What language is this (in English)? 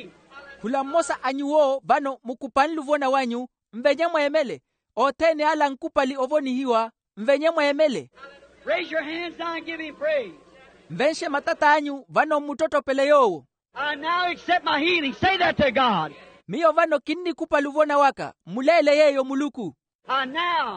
Makhuwa